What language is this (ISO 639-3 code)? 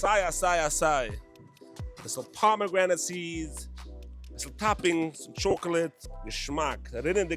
yid